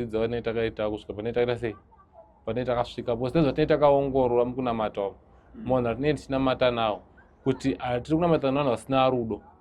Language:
Shona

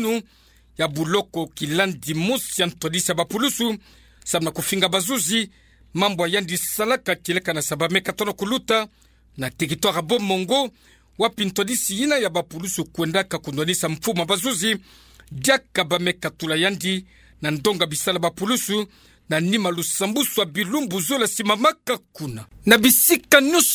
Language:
Kituba (Democratic Republic of Congo)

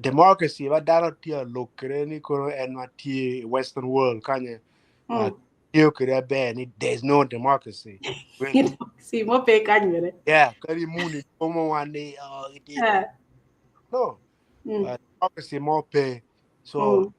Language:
Acoli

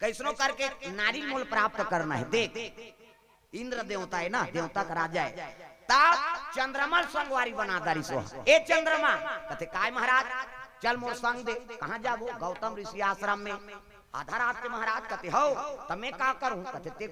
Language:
Chhattisgarhi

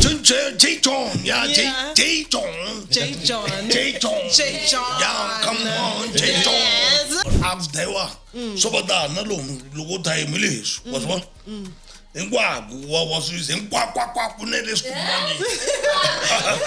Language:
Tsonga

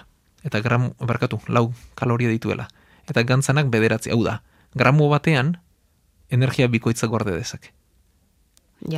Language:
Basque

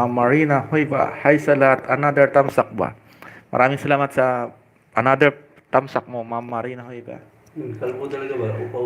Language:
Hiligaynon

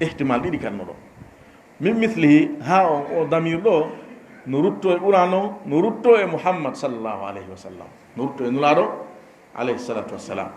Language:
Fula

